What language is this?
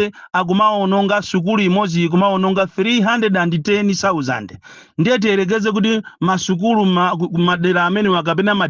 Nyanja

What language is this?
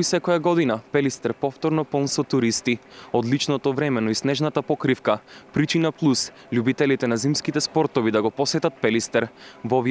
Macedonian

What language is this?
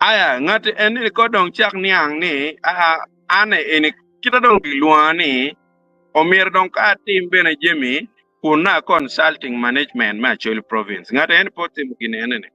Acoli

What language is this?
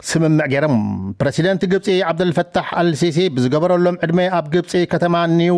Tigrinya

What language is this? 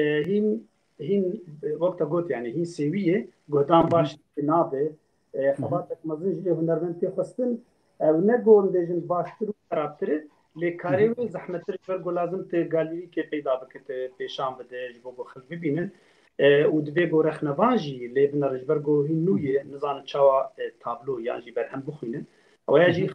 Kurdish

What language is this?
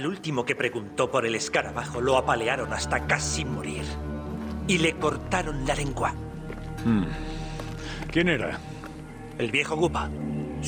Spanish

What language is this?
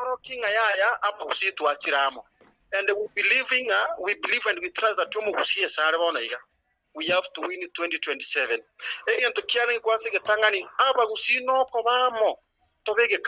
Gusii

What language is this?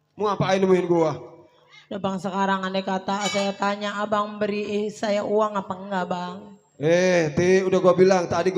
Betawi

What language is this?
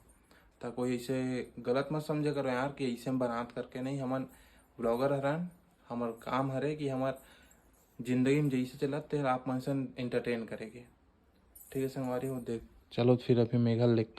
Chhattisgarhi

